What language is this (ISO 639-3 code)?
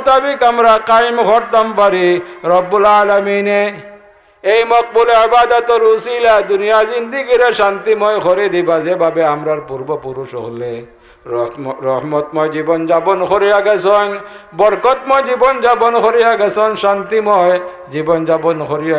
syl